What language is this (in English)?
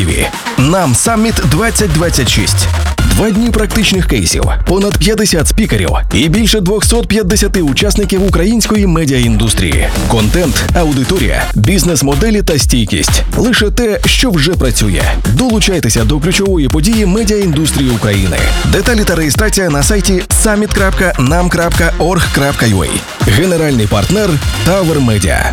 Ukrainian